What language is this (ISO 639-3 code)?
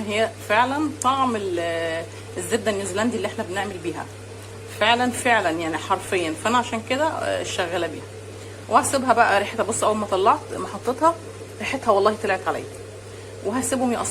arz